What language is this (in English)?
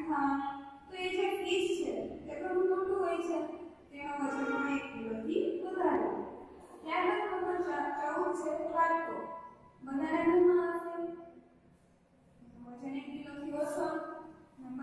Gujarati